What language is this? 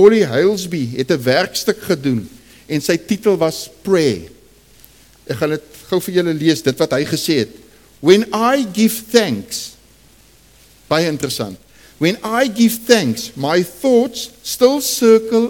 Afrikaans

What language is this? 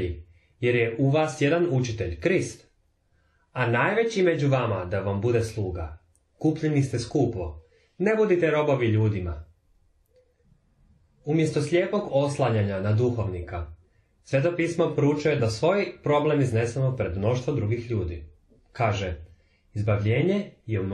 Croatian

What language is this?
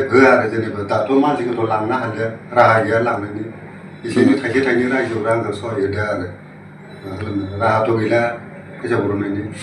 Bodo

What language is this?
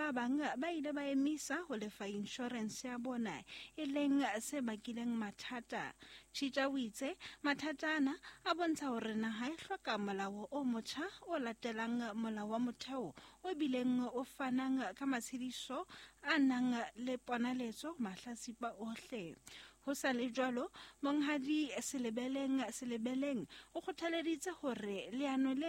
Southern Sotho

